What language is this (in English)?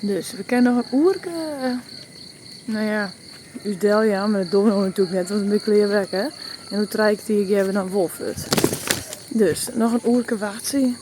Western Frisian